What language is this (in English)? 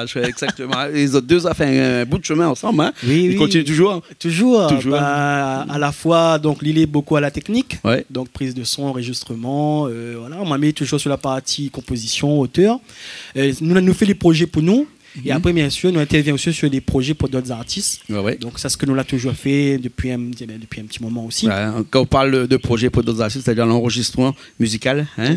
Réunion Creole French